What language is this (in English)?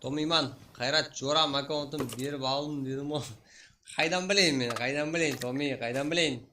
Kara-Kalpak